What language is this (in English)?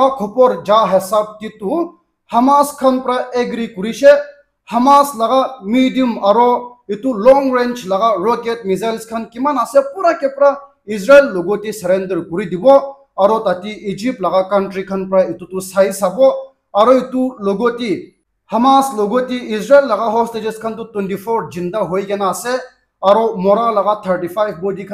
Naga Pidgin